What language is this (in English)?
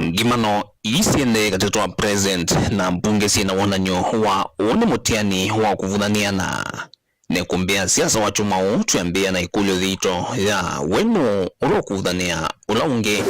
Kamba